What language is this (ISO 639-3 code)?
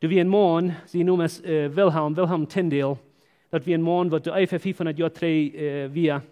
pdt